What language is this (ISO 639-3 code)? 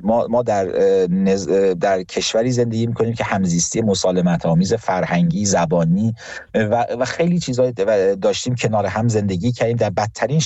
fas